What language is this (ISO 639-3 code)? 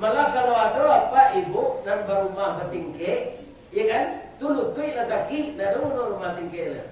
min